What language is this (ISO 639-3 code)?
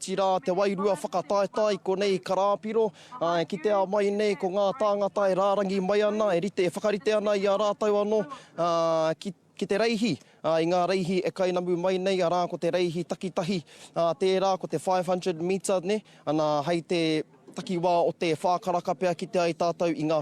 mri